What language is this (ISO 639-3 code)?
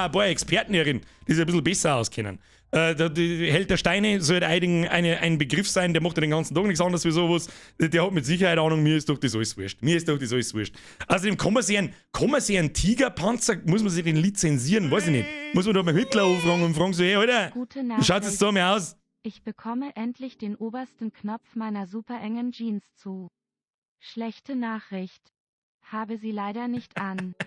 bar